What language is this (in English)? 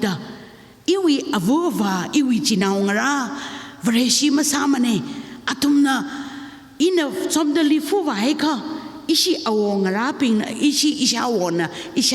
Tangkhul Naga (India)